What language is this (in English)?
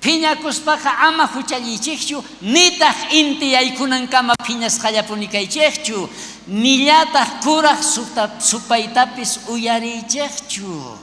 South Bolivian Quechua